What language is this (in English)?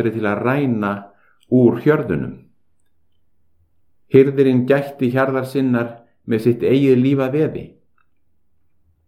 Icelandic